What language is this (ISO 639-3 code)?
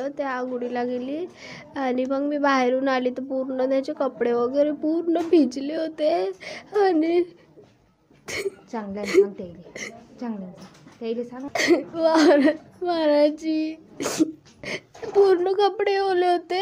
mar